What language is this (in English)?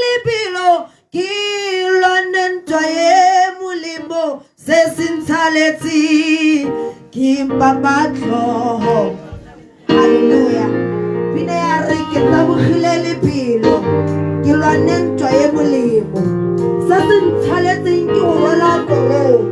Tswana